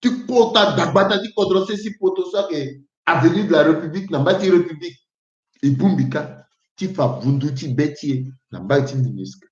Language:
Sango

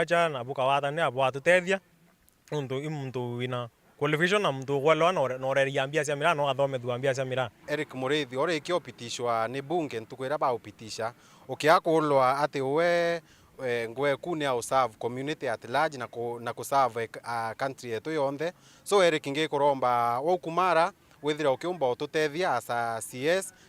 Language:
Meru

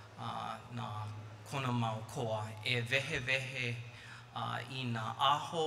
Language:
Hawaiian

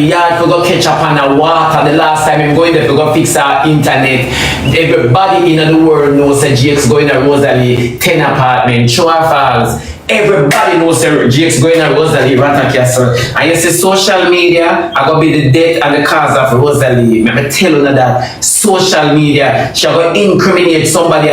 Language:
Jamaican Creole English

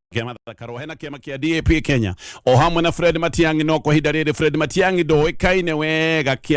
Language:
Kikuyu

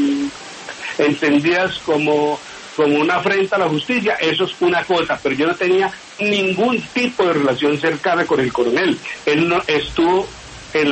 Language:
Spanish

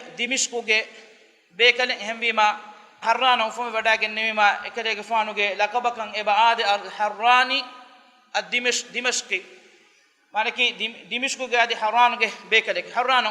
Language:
Divehi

